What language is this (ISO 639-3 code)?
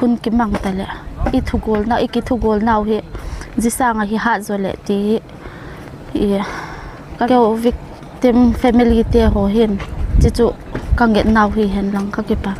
hmr